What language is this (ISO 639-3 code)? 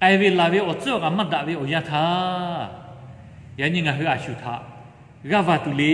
lhu